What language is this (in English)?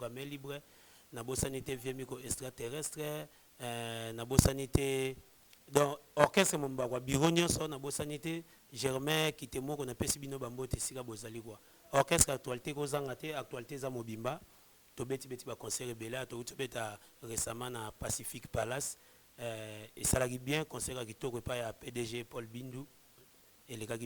Lingala